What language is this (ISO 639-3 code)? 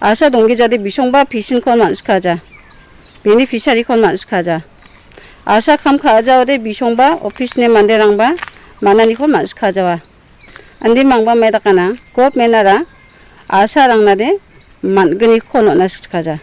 grt